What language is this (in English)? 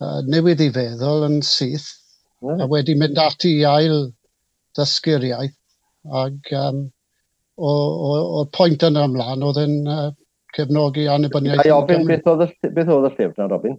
Welsh